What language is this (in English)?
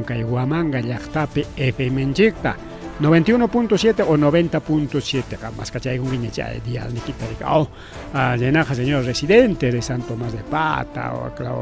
Ayacucho Quechua